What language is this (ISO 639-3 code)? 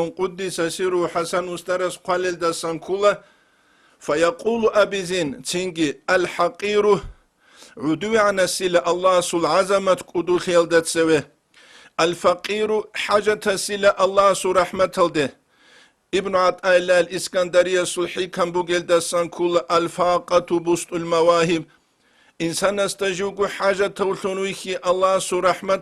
ava